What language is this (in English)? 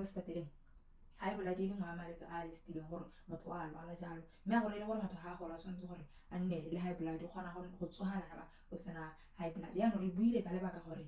Tswana